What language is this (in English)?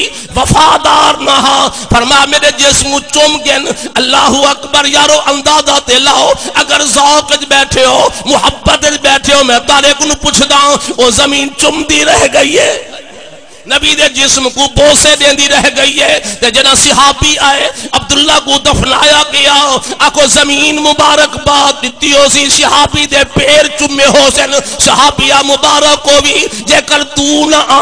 Saraiki